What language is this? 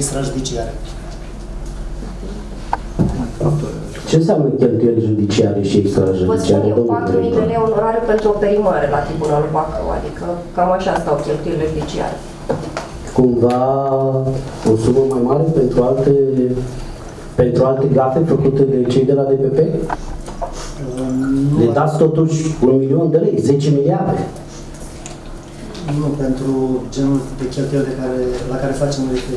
Romanian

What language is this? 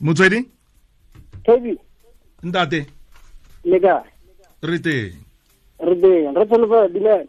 Tswana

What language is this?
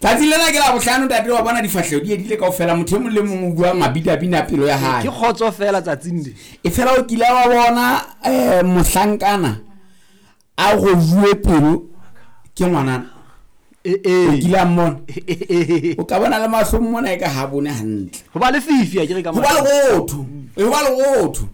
Southern Sotho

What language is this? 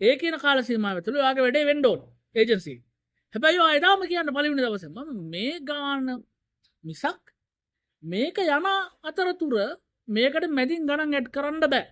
Sinhala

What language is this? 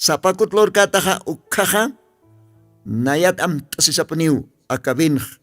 Aymara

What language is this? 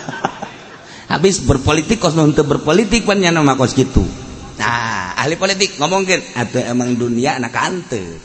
Sundanese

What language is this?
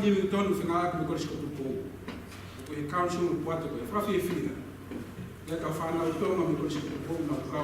Tongan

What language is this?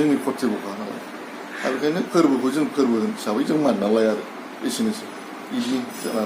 Bodo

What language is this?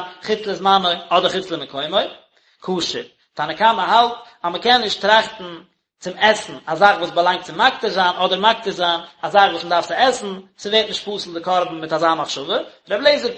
Yiddish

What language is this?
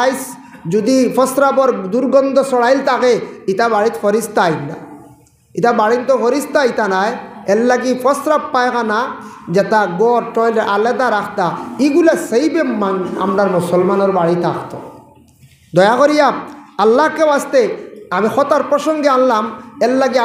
Sylheti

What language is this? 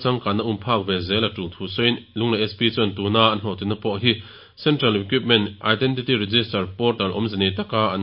Mizo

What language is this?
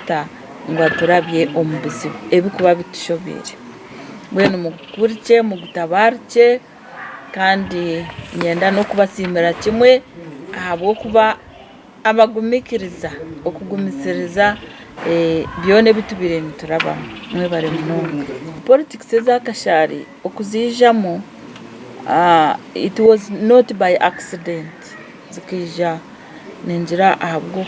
Nyankole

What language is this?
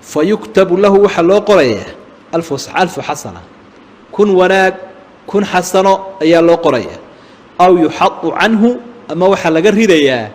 Somali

